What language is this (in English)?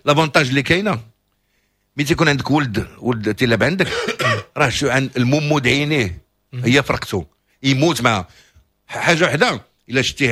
Moroccan Arabic